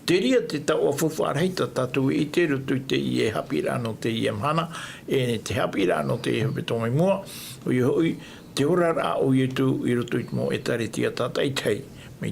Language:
Tahitian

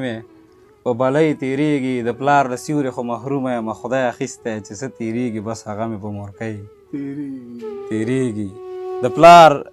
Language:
Pashto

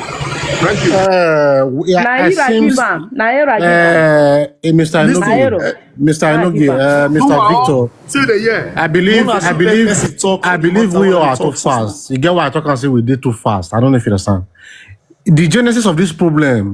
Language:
Nigerian Pidgin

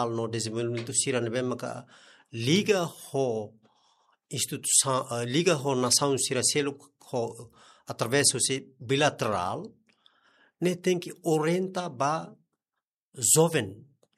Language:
Tetum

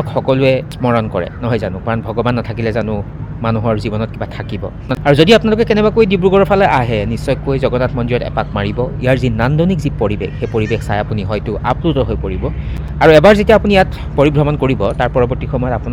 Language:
Assamese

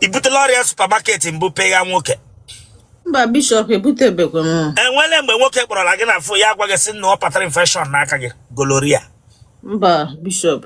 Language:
Igbo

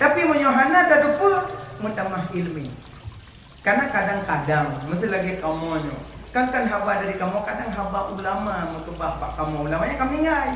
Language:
Achinese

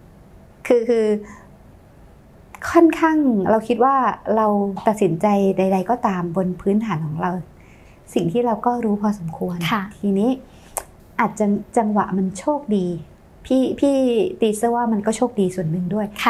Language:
Thai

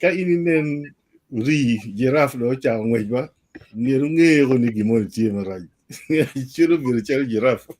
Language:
Acoli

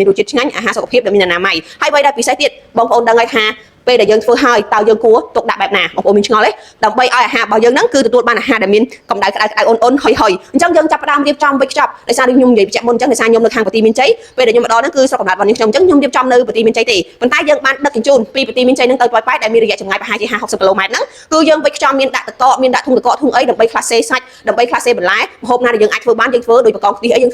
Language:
Khmer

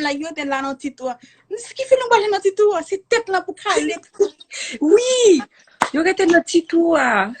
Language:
Haitian Creole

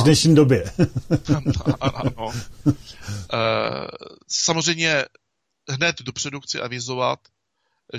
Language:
Czech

